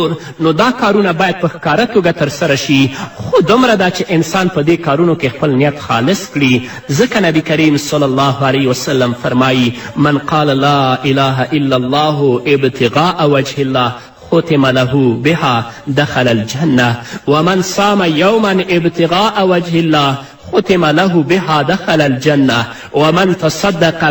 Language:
Pashto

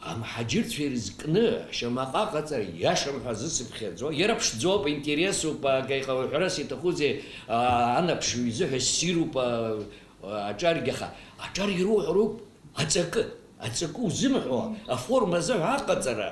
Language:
Abkhazian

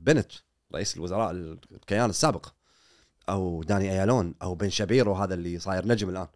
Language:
Gulf Arabic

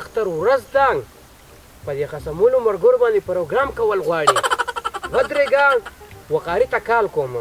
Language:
Pashto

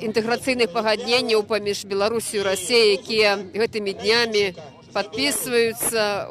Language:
Belarusian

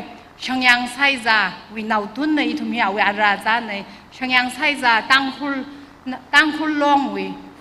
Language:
Tangkhul Naga (India)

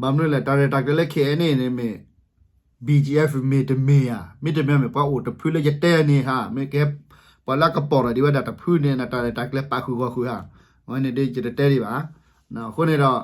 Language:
S'gaw Karen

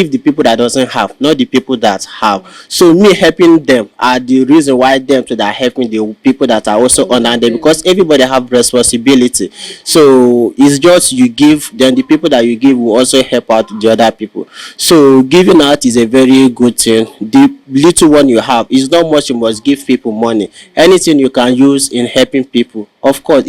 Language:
Igbo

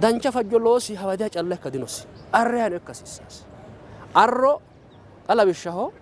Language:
Sidamo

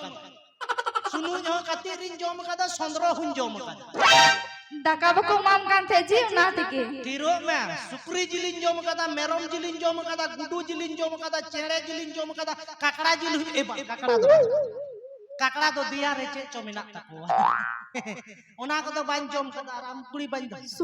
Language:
Santali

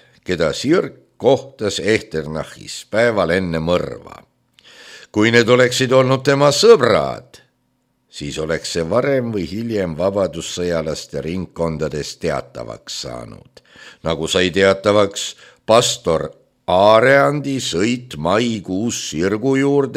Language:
Estonian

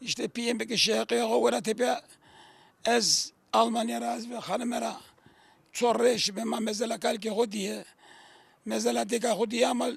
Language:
Zaza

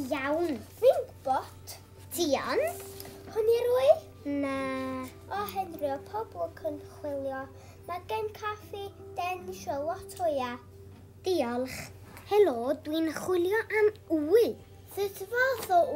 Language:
Welsh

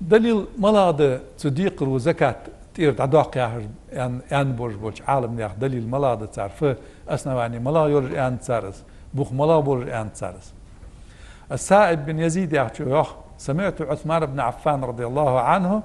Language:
Ingush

